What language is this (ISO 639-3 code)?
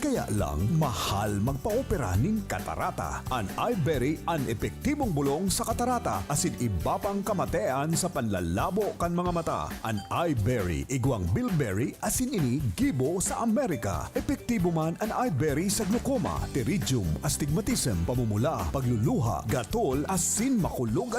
bik